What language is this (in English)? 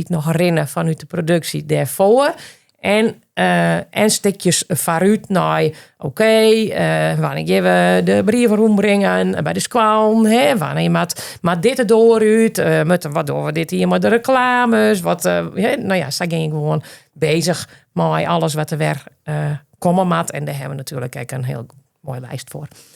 Western Frisian